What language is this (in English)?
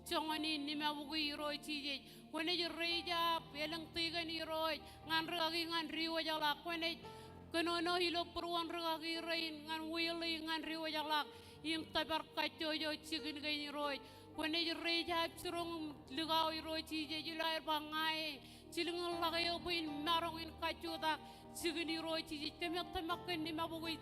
Marshallese